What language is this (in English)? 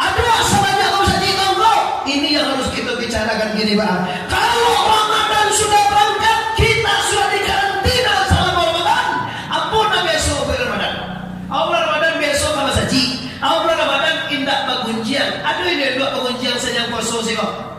Minangkabau